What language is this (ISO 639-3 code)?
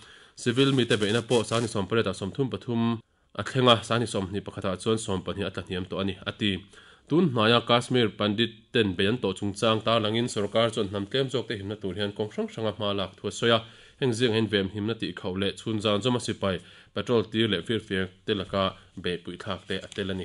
lus